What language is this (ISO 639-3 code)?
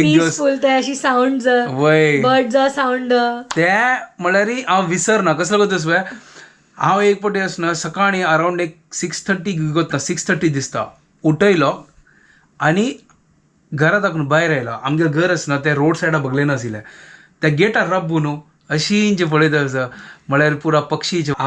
kok